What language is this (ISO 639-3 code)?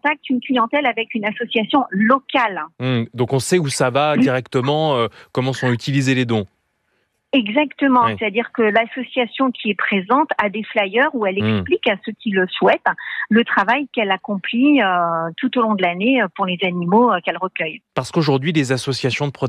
fra